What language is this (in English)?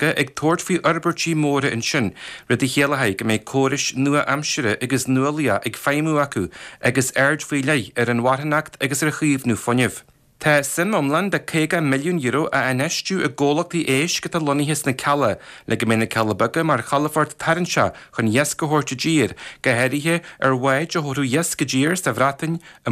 Irish